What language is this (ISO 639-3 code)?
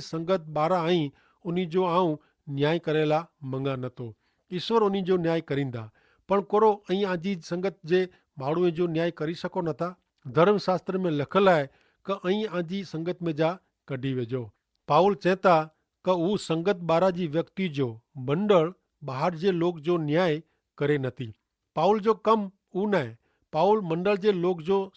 kfr